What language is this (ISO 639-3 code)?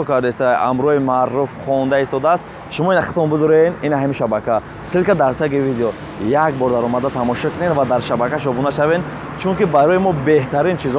tgk